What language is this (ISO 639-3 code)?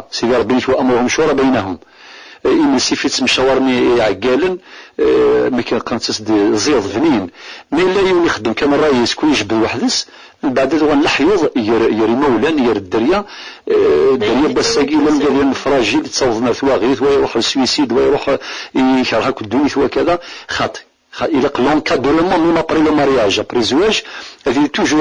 kab